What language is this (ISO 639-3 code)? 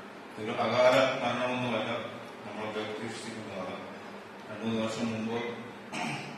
mal